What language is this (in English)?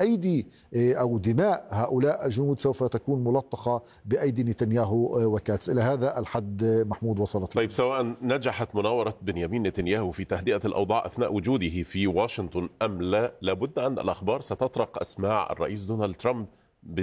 Arabic